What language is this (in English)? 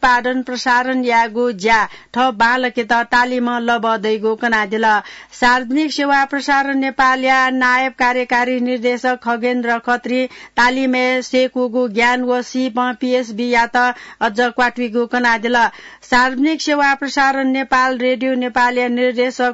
Newari